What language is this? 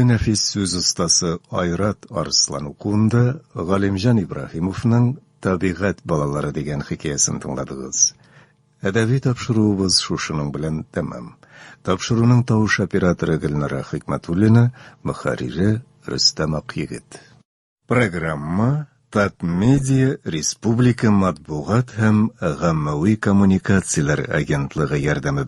Tatar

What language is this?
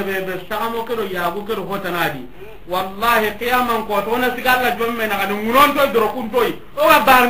Soninke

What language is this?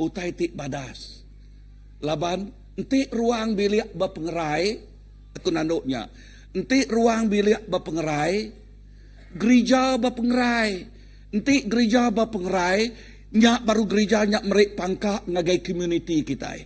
Iban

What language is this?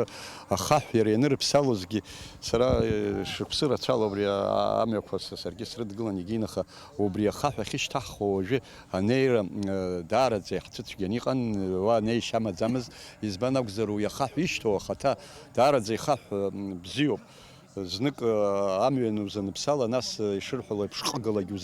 Abkhazian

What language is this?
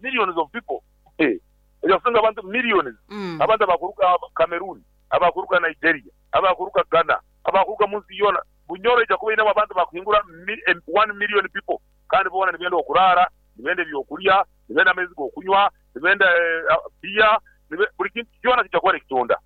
Nyankole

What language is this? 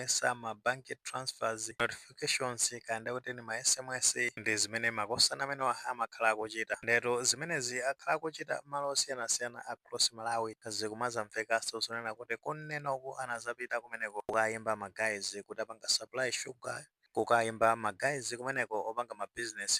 Nyanja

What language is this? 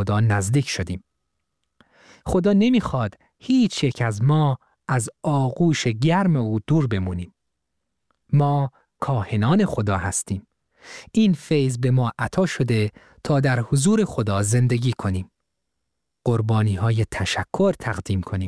Persian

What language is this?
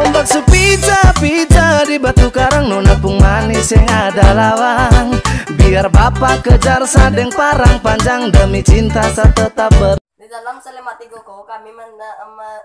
Minangkabau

